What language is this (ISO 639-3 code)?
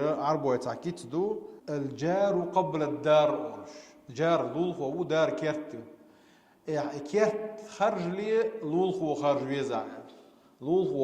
che